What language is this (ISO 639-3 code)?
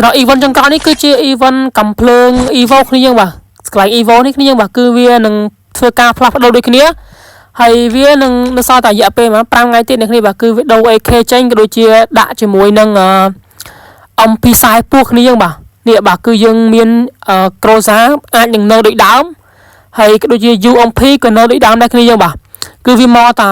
khm